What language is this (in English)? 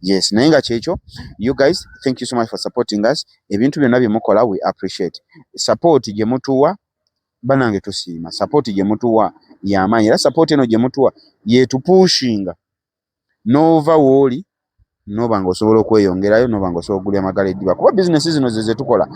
Ganda